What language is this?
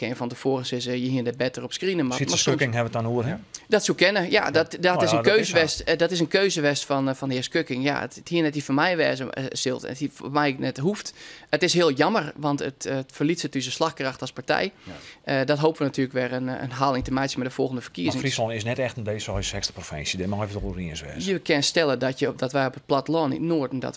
Western Frisian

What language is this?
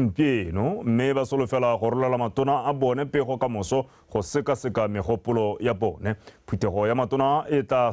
Tswana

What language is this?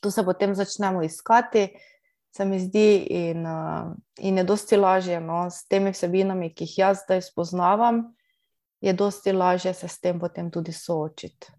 Slovenian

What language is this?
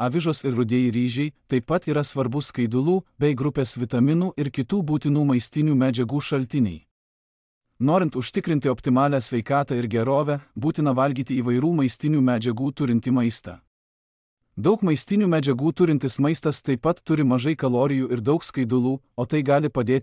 Lithuanian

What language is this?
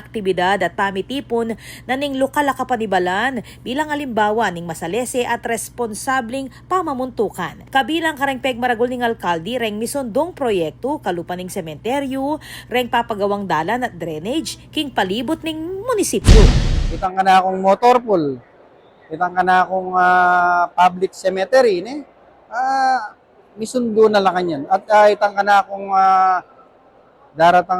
Pampanga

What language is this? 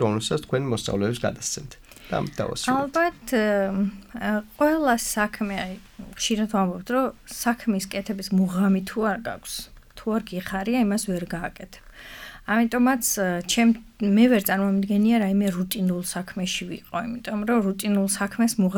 Georgian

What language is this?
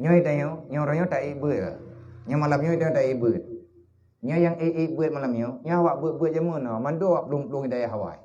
Achinese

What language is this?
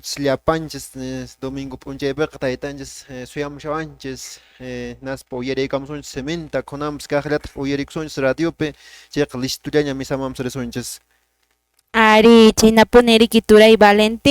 Quechua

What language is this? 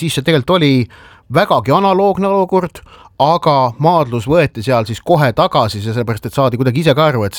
Estonian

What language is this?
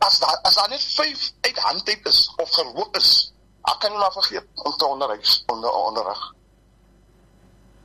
Afrikaans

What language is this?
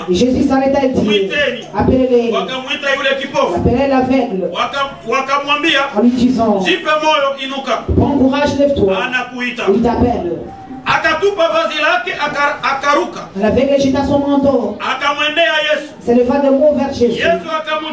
Swahili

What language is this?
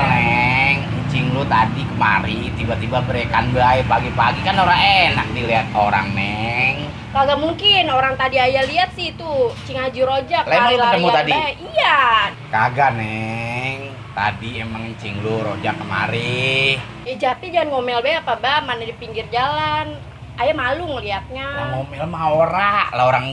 Betawi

